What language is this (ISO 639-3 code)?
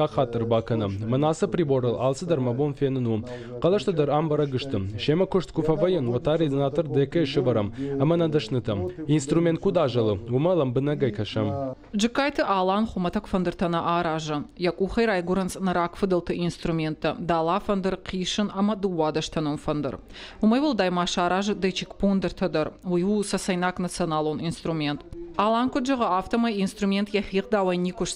oss